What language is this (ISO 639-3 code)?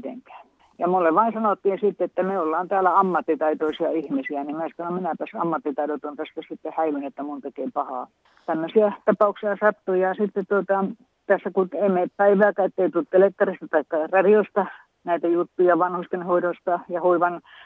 fin